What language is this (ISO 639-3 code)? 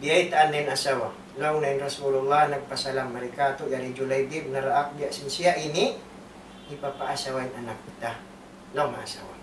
tsg